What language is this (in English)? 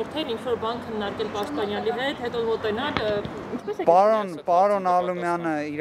Armenian